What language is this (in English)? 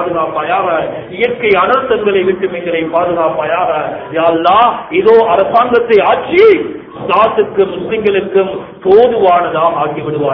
Tamil